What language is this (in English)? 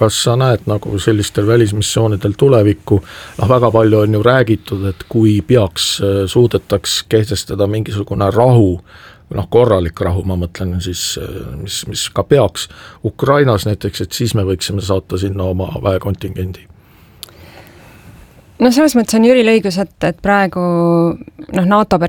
Estonian